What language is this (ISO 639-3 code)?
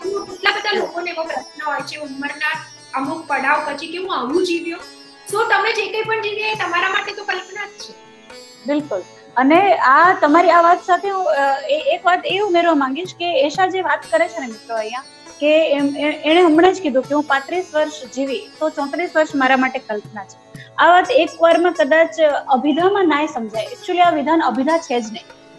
guj